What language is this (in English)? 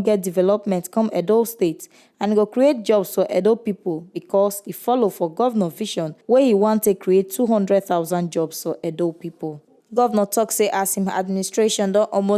Nigerian Pidgin